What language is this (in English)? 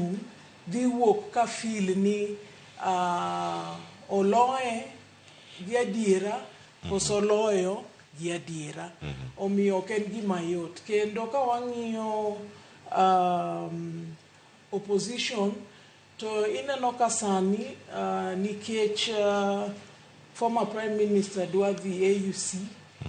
Luo (Kenya and Tanzania)